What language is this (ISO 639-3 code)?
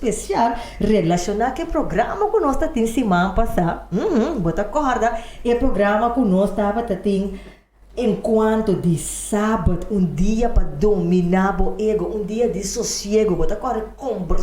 pap